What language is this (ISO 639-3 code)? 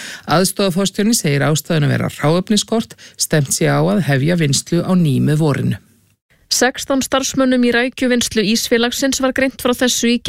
isl